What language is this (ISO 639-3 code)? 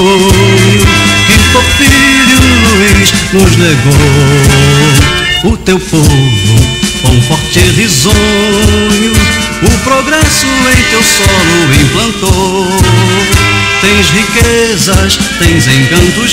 por